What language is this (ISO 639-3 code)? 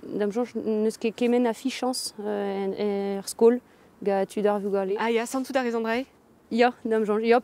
bre